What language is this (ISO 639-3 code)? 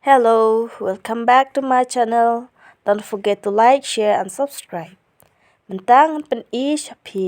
kha